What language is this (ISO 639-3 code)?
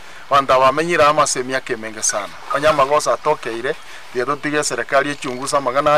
guz